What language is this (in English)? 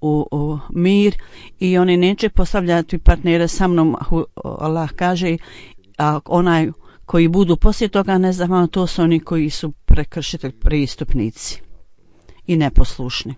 Bosnian